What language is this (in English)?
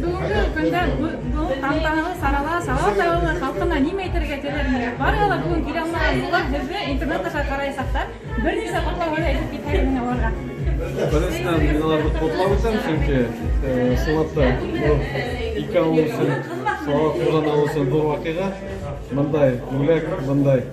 Bashkir